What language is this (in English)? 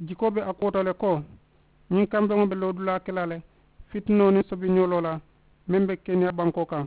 Mandingo